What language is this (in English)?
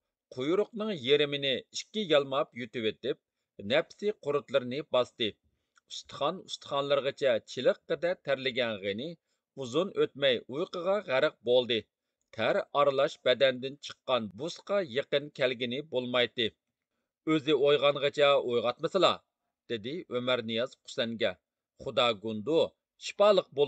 Uyghur